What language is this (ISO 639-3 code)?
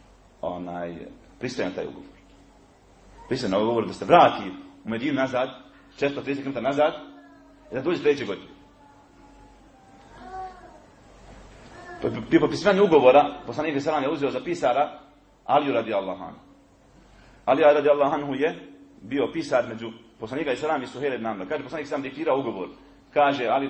bos